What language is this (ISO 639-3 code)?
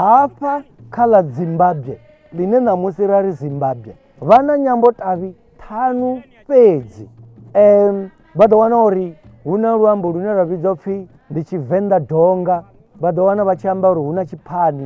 ven